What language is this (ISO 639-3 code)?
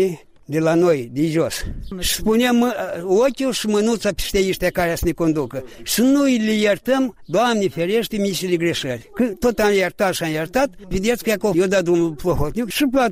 ron